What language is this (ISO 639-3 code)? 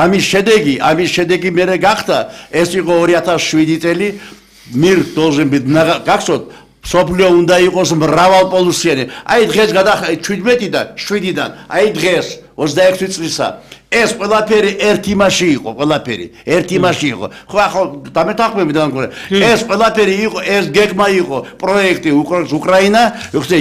kat